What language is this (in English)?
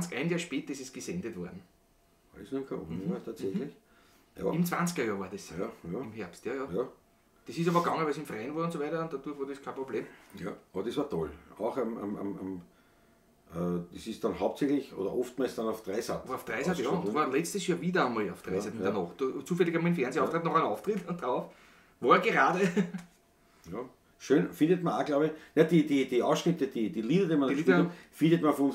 Bavarian